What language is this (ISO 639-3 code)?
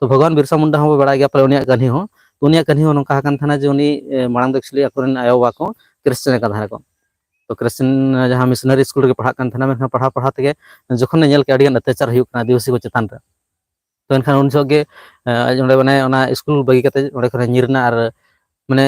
sat